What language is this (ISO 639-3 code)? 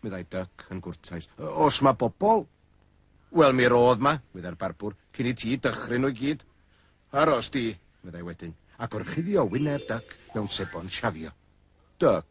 cym